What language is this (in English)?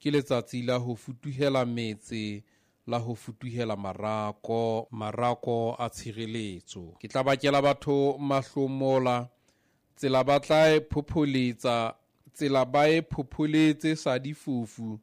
Southern Sotho